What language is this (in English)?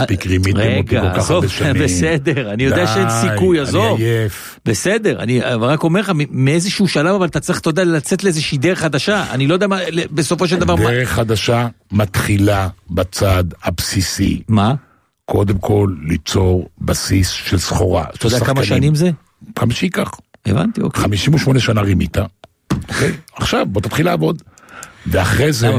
Hebrew